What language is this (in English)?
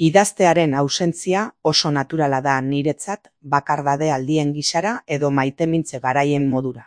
Basque